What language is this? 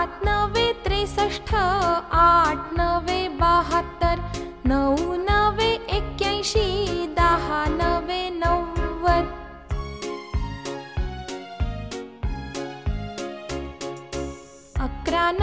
Marathi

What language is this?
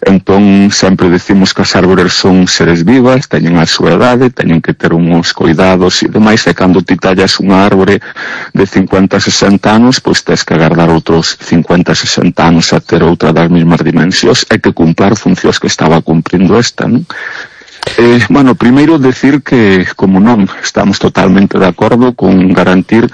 Galician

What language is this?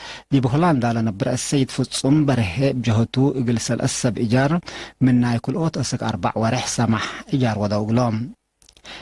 Tigre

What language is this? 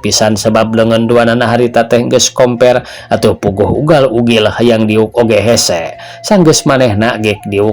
Sundanese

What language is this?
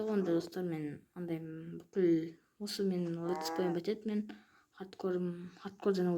Kazakh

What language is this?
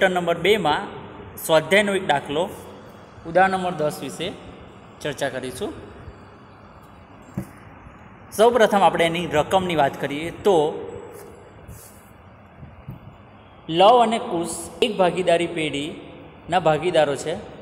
Gujarati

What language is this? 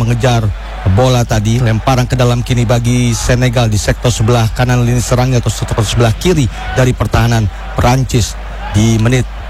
Indonesian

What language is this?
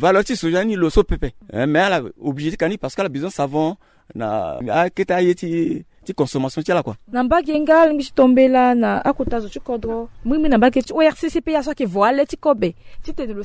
Sango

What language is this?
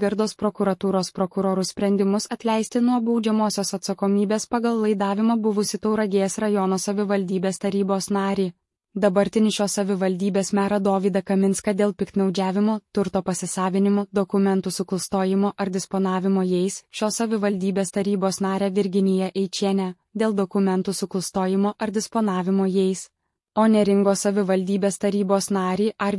Lithuanian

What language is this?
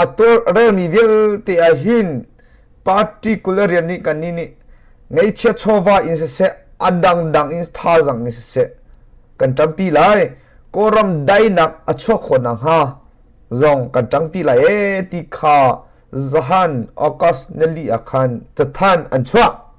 Hakha Chin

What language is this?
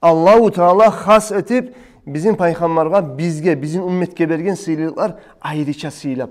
Kumyk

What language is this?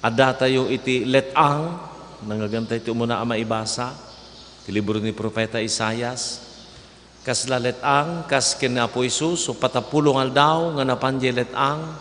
Iloko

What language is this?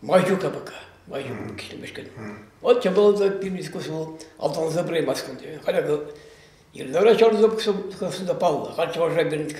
Chuvash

